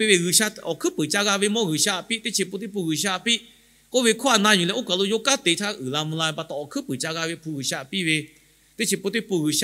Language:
Lahu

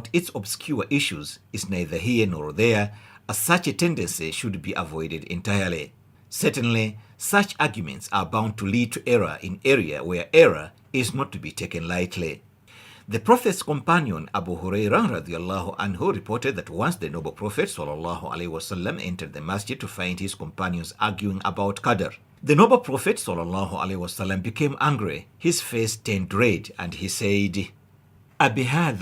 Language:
English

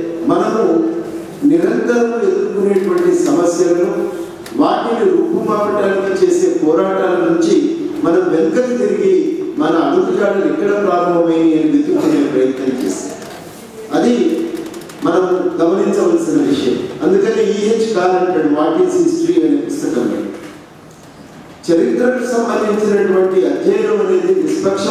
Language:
Telugu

